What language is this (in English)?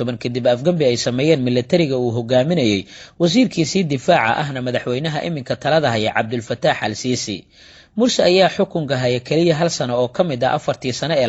Somali